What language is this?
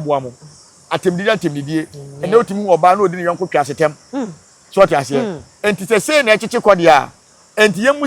Akan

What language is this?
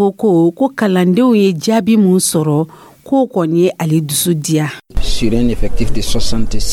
Dyula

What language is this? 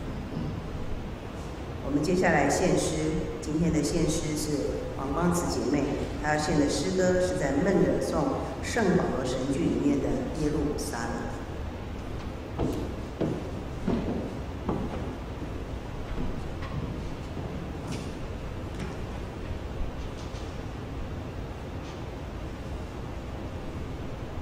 Chinese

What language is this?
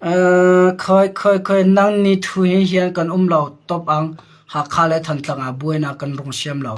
Hakha Chin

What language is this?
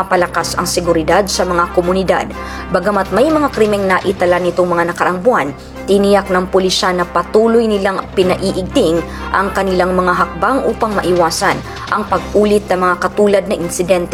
Filipino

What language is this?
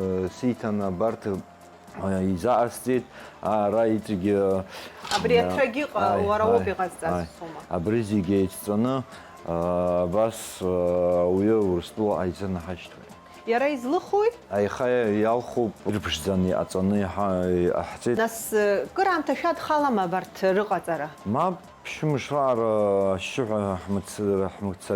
Abkhazian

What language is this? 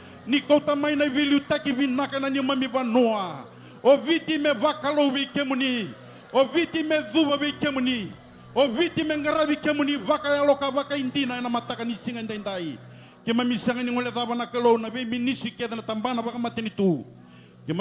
Fijian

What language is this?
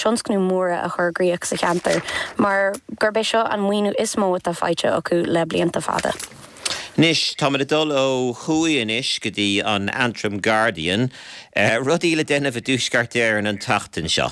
Irish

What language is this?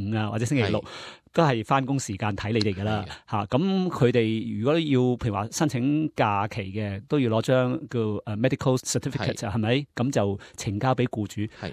Cantonese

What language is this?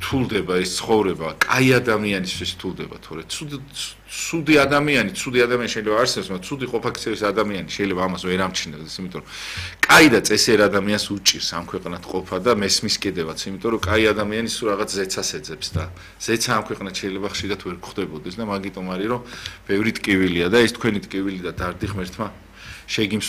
Georgian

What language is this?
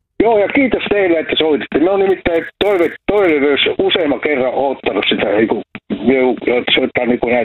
Finnish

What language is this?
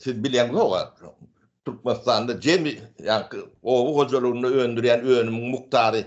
Turkmen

